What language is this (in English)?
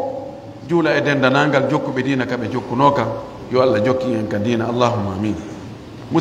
Pular